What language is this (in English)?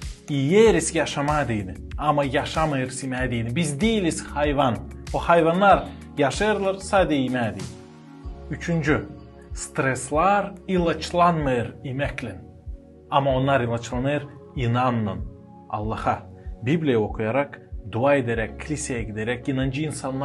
Gagauz